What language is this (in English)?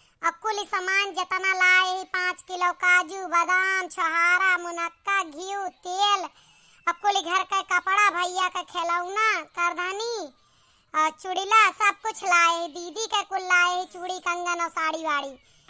Awadhi